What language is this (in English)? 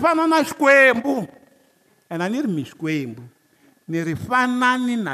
Tsonga